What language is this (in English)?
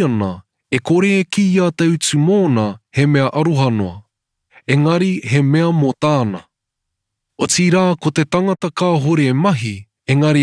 Māori